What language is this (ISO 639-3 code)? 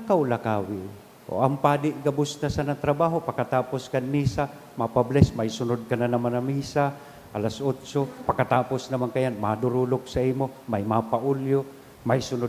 bik